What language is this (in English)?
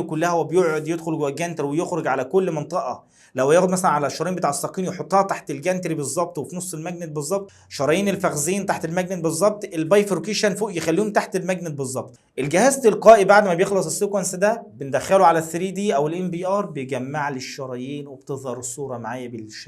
Egyptian Arabic